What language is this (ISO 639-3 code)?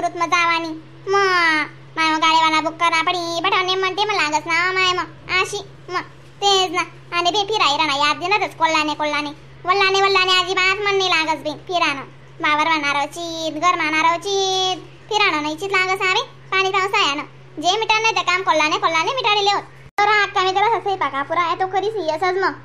khn